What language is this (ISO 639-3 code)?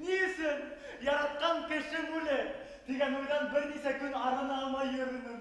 bak